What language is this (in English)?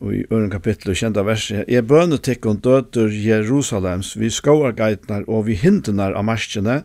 Faroese